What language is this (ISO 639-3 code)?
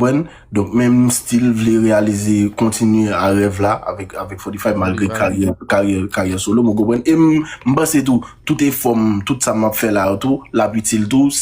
hat